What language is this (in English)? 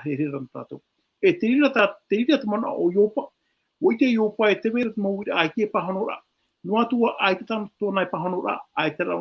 Tahitian